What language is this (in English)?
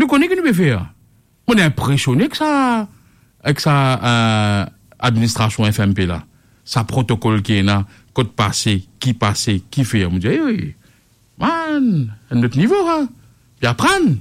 Morisyen